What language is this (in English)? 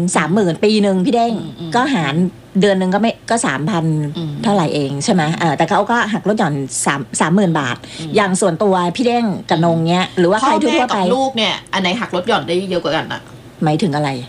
Thai